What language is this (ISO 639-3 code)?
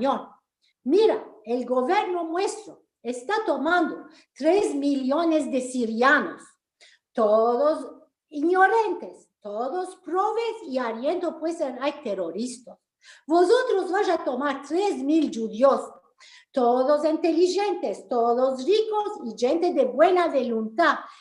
lad